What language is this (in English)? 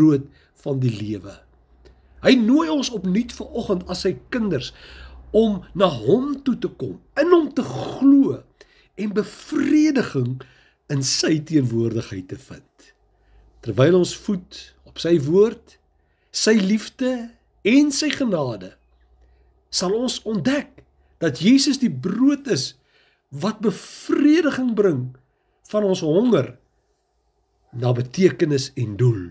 Afrikaans